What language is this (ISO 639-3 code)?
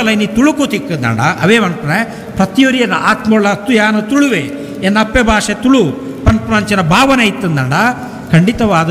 tcy